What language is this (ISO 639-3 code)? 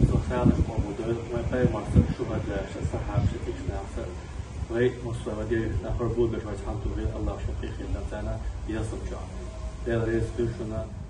che